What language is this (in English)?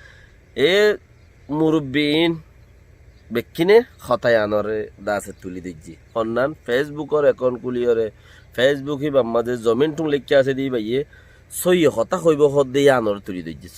Rohingya